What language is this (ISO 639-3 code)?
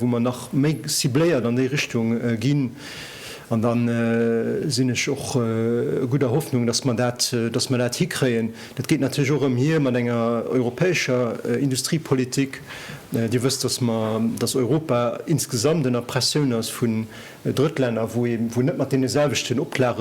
ltz